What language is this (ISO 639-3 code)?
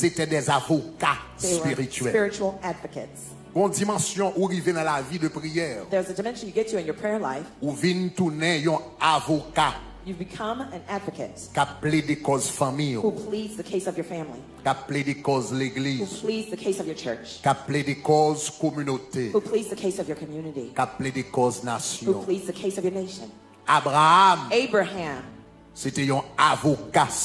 hat